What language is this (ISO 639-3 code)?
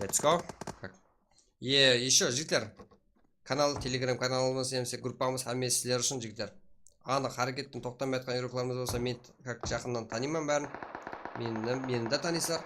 kaa